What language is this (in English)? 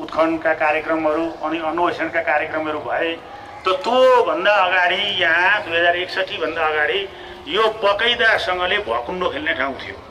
Nepali